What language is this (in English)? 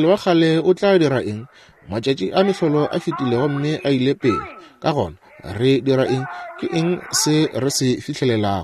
Northern Sotho